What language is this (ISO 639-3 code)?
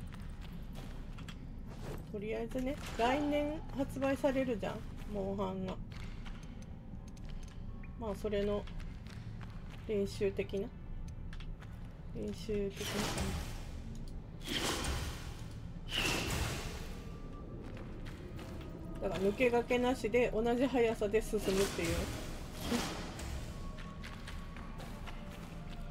jpn